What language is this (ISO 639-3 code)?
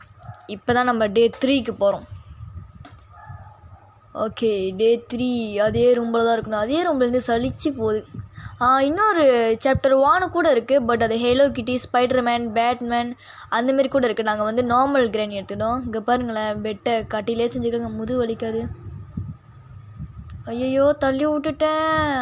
tam